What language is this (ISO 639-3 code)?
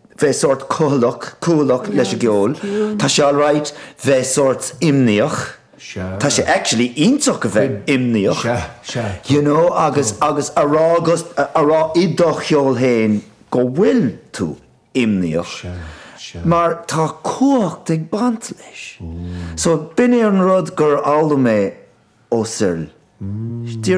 gle